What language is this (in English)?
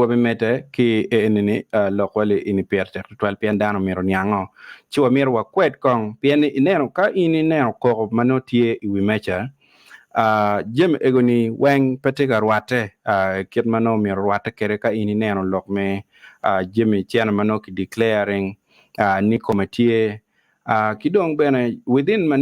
Acoli